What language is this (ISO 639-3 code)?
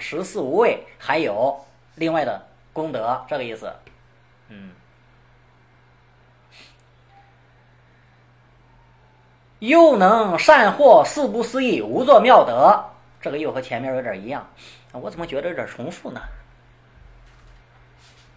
zho